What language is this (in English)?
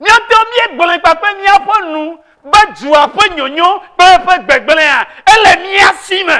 Ewe